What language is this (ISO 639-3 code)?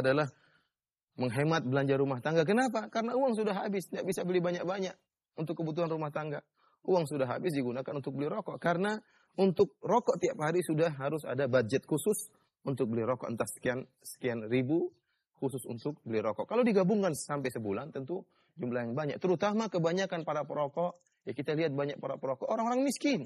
ind